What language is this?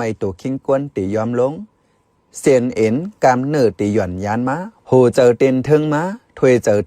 Shan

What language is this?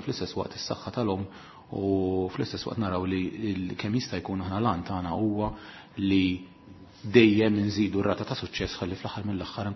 Maltese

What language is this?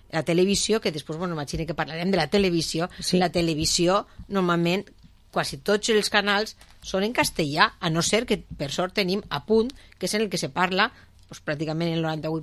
Catalan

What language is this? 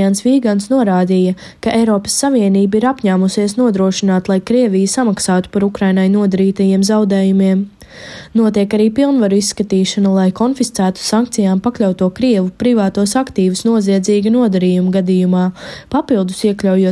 Latvian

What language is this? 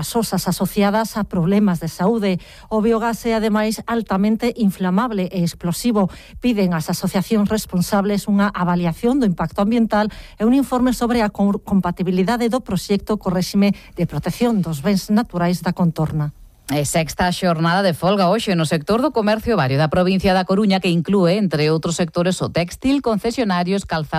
Galician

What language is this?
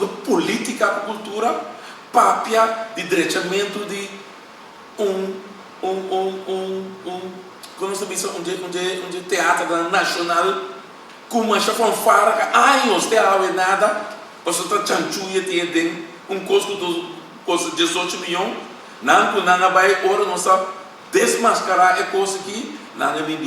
Papiamento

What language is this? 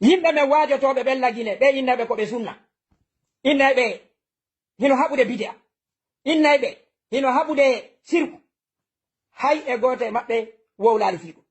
Fula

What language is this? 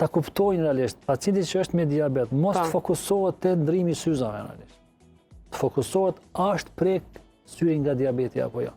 Albanian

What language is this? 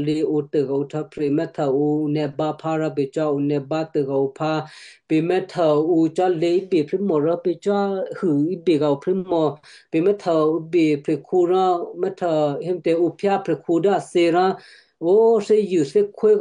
Western Kayah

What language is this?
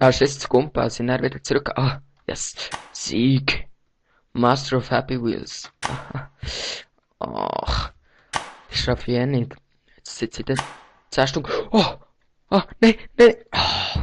Swiss German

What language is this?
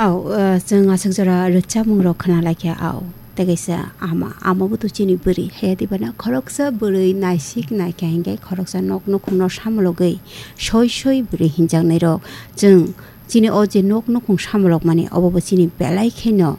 Kok Borok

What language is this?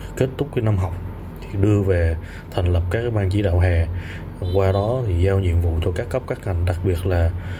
Vietnamese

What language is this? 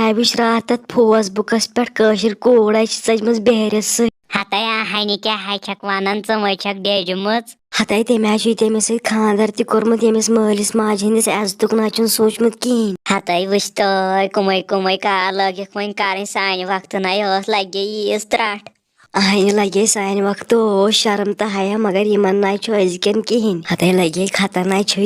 Kashmiri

